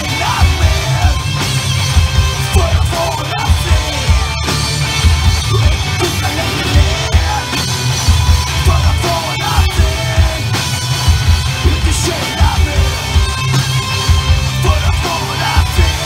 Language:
Swedish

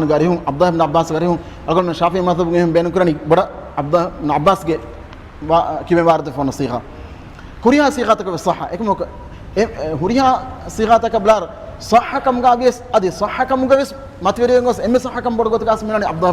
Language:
Divehi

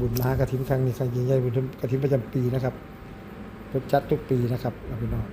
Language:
Northeastern Thai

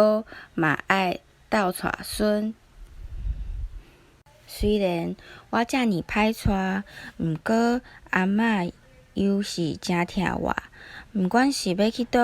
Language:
Min Nan Chinese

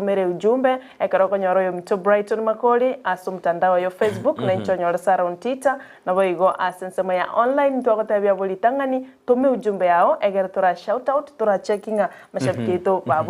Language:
Gusii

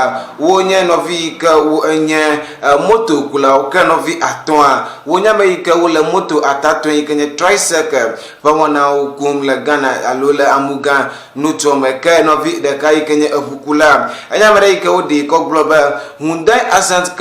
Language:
Ewe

